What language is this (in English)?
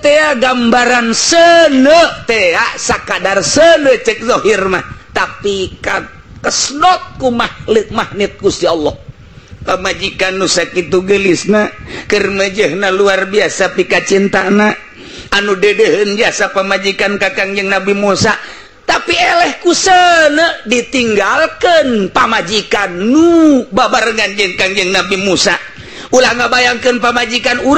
Sundanese